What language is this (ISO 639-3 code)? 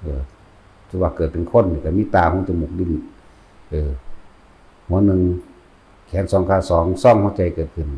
tts